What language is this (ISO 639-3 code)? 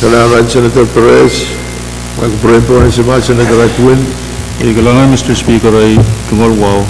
pon